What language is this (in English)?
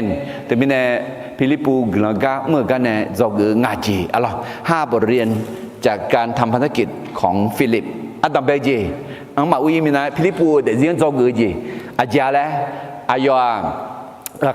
Akha